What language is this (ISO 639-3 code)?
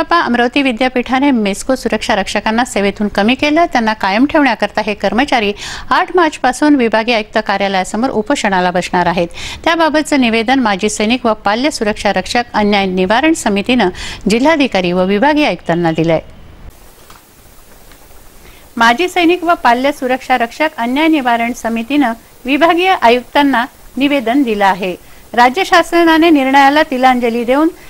mar